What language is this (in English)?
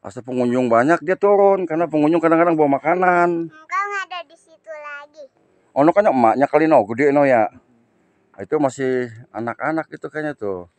Betawi